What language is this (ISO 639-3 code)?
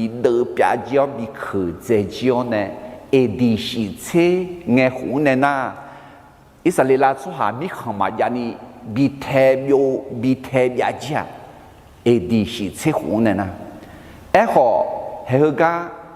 ahk